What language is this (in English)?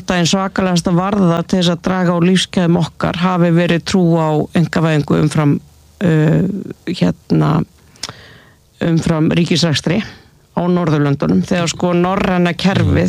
Icelandic